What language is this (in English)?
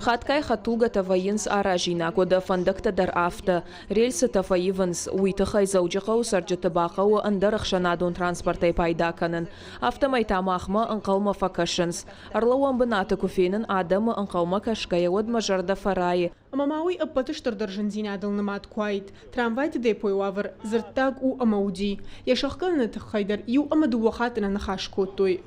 Ossetic